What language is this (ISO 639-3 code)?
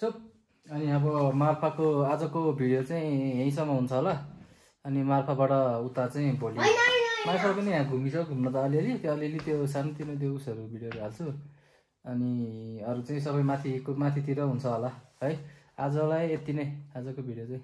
nep